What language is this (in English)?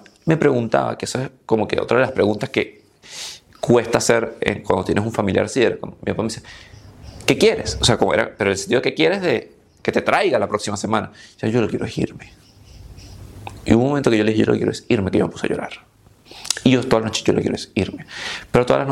Spanish